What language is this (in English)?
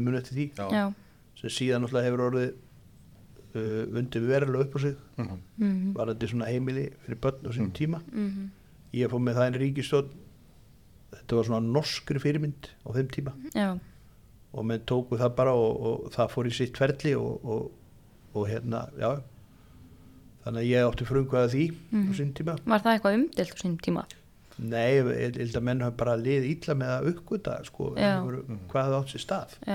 Icelandic